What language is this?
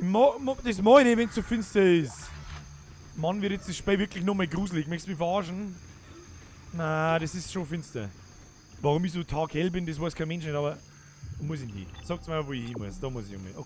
Bavarian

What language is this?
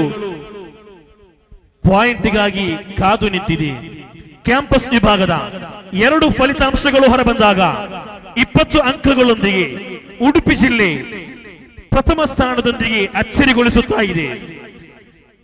Kannada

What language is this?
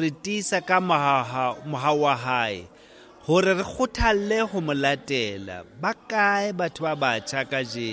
Southern Sotho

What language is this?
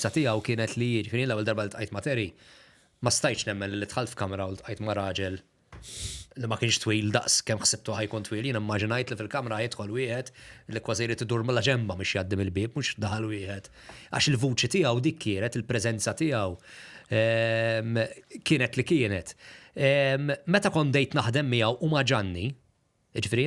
Maltese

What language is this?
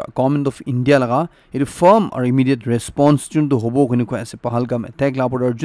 Naga Pidgin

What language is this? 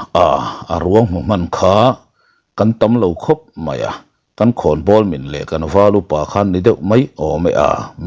Mizo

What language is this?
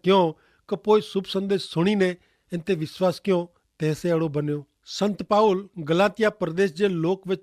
Kachhi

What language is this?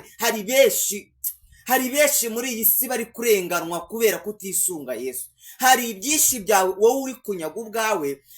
Kinyarwanda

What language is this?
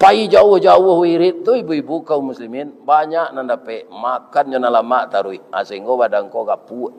Minangkabau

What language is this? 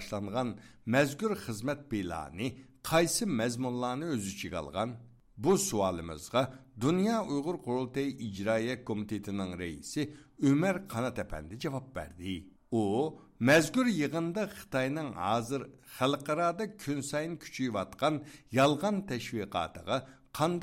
Uyghur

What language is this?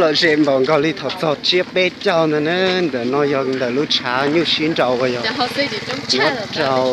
Hmong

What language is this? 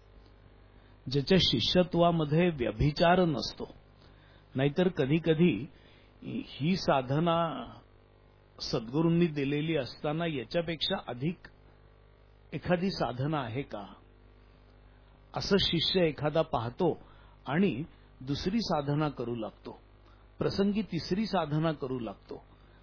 Marathi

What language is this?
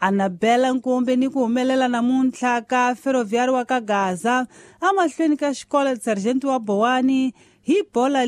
Tsonga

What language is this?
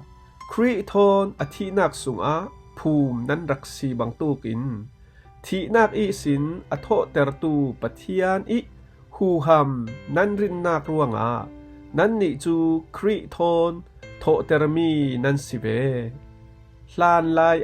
Falam Chin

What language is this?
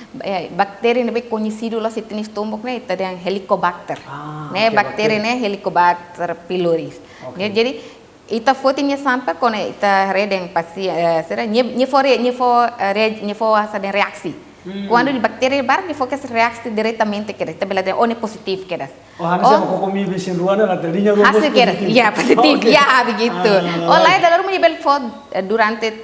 Tetum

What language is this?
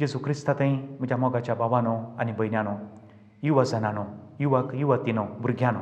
Konkani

